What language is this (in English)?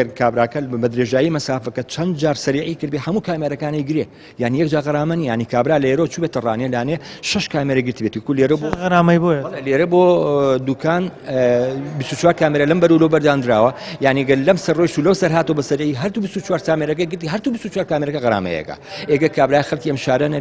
Central Kurdish